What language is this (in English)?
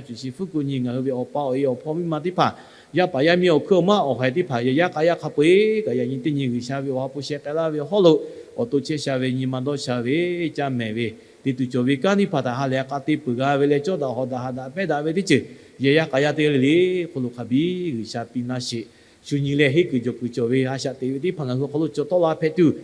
Lahu